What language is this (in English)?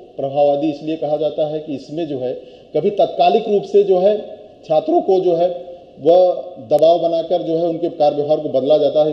Hindi